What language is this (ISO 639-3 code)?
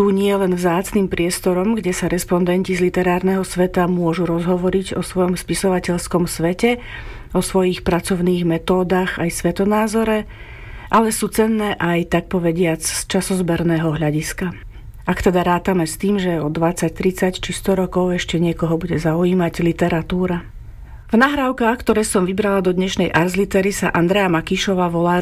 slk